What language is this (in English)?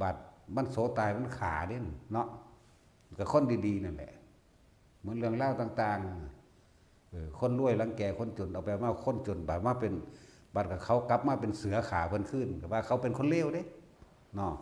Northeastern Thai